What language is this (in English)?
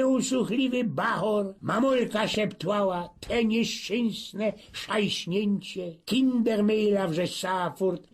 Silesian